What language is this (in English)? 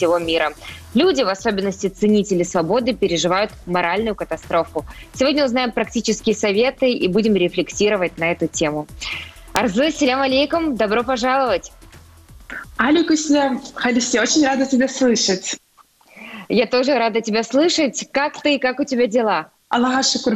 Russian